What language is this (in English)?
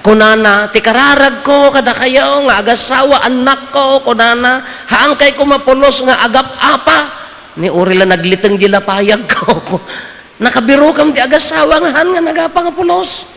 Iloko